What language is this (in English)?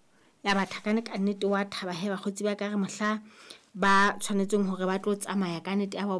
Southern Sotho